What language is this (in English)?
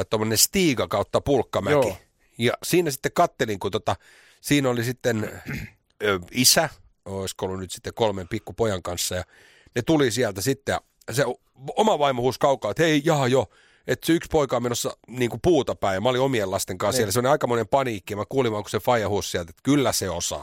Finnish